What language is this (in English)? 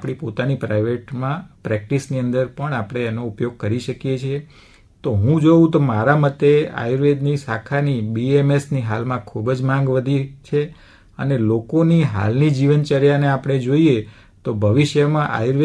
Gujarati